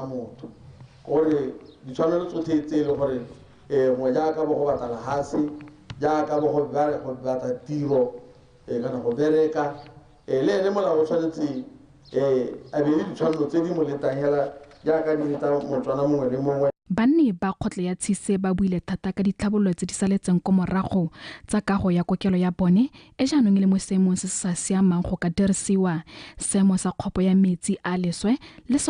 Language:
Tswana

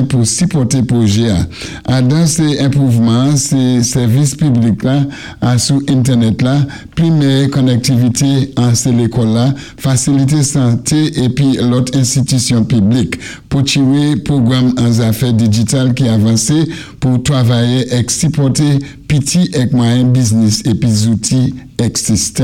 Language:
Saint Lucian Creole French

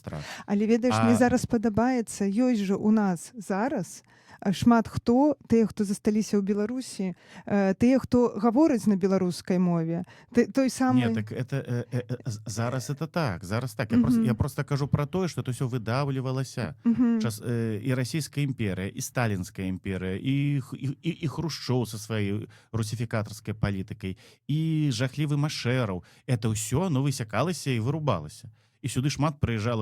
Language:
Belarusian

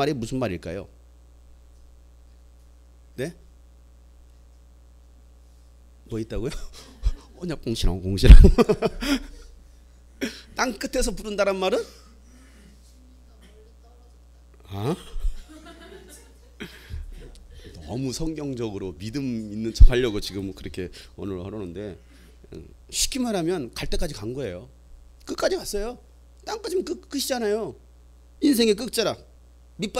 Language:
Korean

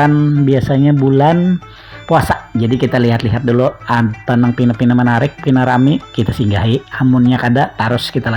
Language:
Banjar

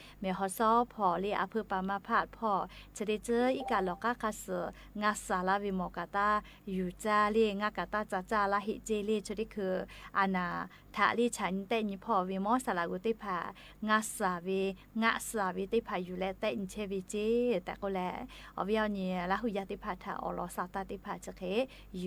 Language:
Lahu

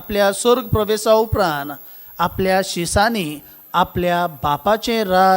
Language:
Konkani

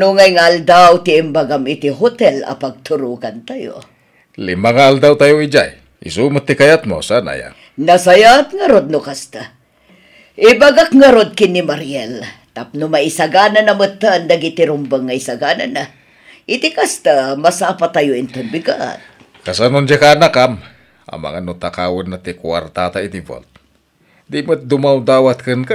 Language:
Iloko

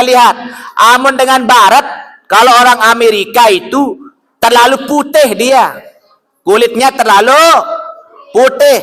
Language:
Sasak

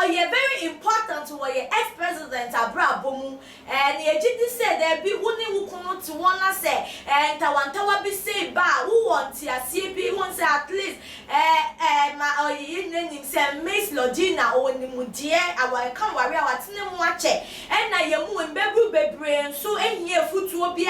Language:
Akan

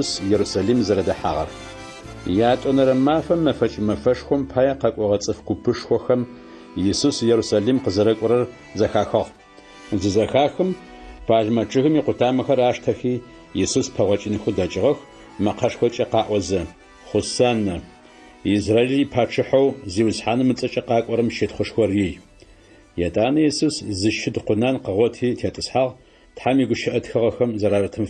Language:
Adyghe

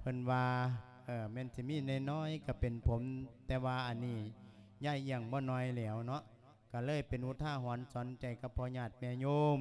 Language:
Lao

